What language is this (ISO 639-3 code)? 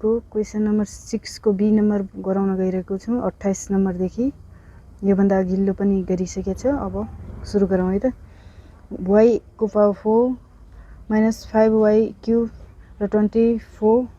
nep